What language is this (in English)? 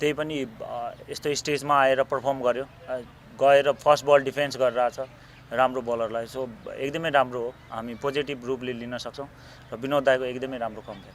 Nepali